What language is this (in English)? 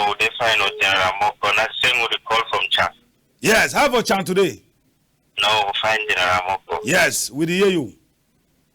Cameroon Pidgin